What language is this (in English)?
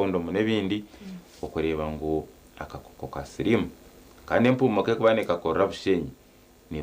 Nyankole